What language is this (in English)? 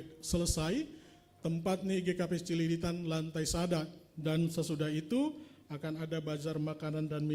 Batak Simalungun